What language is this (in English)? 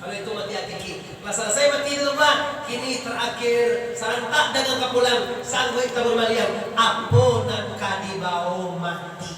Minangkabau